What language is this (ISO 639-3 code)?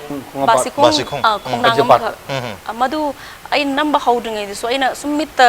mni